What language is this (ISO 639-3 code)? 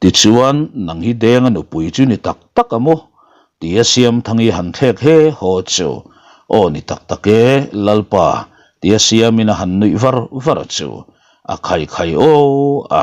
lus